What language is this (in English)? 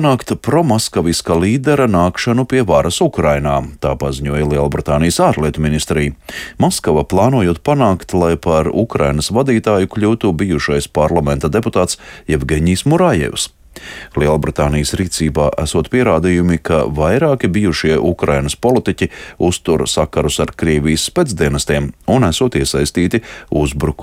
Latvian